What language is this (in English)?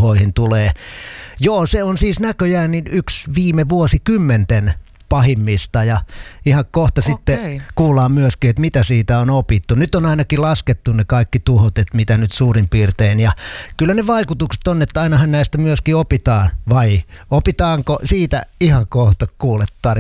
Finnish